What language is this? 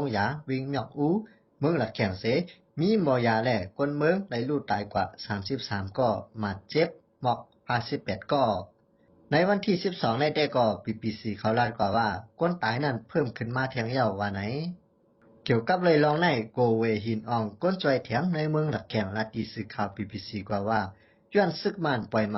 Shan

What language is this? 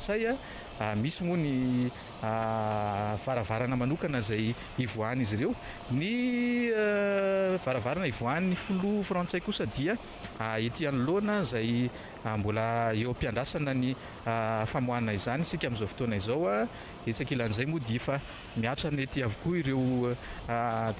Malagasy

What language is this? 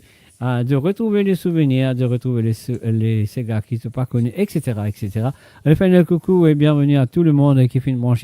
Morisyen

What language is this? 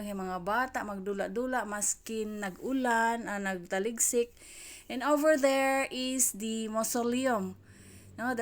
Cebuano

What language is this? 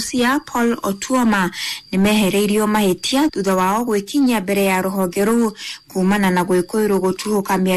Kikuyu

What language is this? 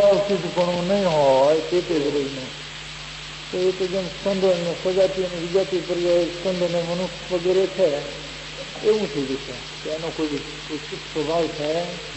Gujarati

